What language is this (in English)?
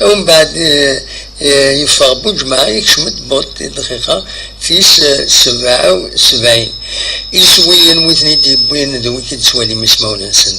Kabyle